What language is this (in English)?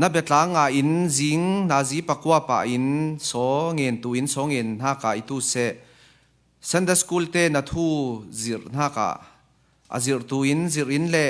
Falam Chin